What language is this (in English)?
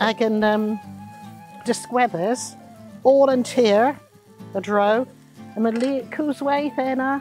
Cornish